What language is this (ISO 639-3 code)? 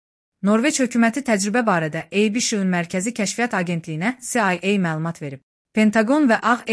aze